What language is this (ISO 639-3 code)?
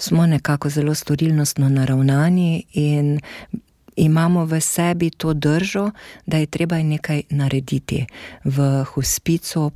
slv